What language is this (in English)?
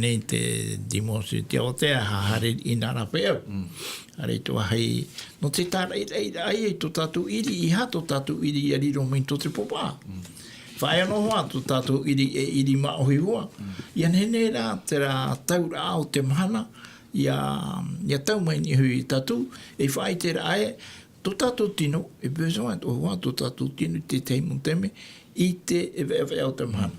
Tahitian